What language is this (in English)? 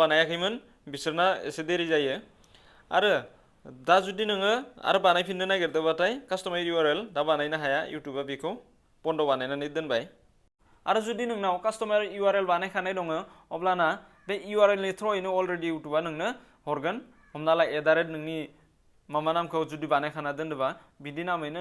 Bodo